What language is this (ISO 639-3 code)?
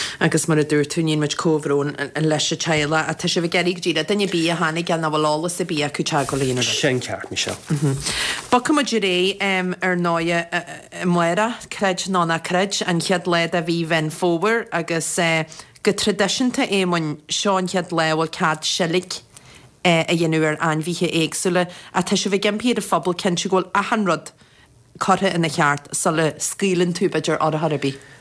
gle